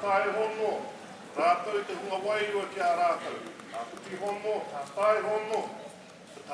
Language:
Māori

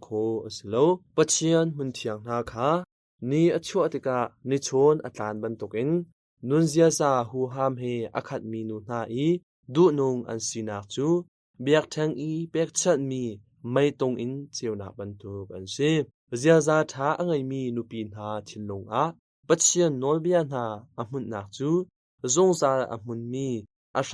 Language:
Hakha Chin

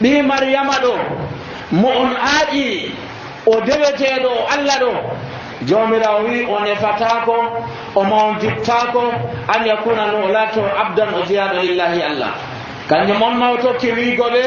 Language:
Nigerian Fulfulde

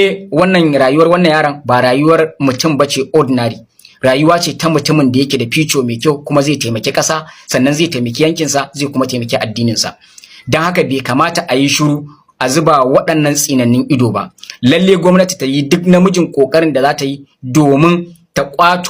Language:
Hausa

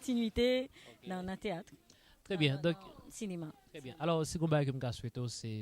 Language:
Haitian Creole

